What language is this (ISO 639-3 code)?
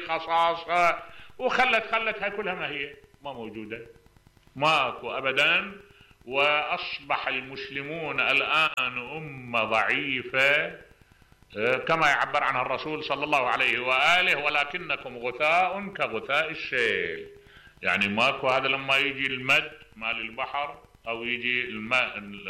acm